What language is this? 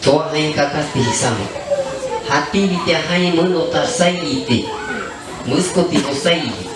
Shipibo-Conibo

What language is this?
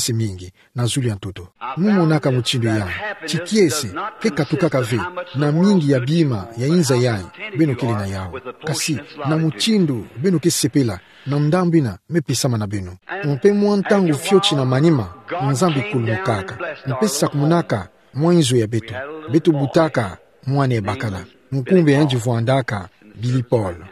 Kituba (Democratic Republic of Congo)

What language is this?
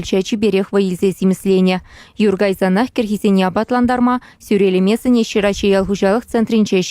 Chuvash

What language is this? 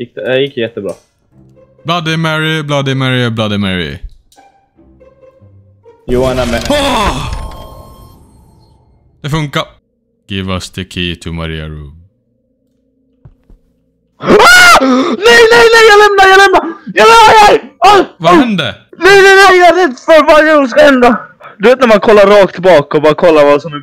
Swedish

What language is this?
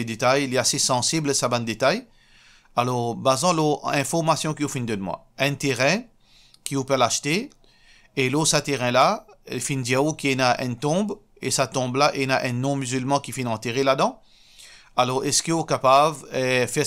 Morisyen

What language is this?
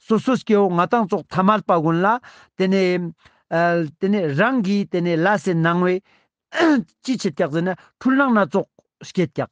Ladakhi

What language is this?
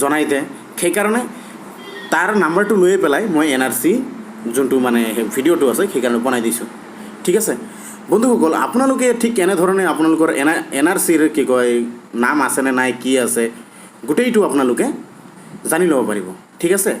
Assamese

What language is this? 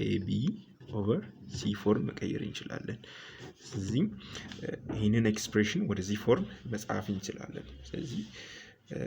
Amharic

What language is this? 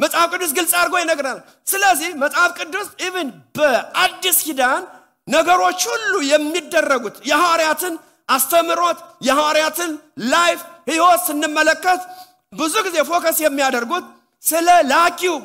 Amharic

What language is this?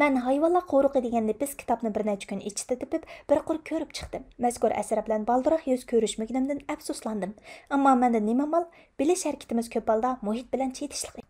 Uyghur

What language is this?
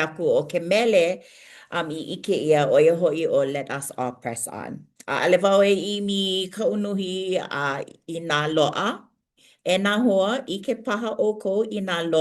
Hawaiian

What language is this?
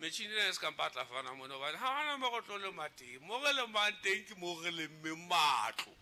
Southern Sotho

